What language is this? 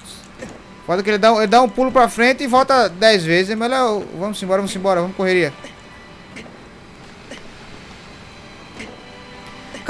Portuguese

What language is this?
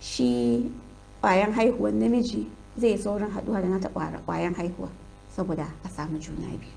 Hausa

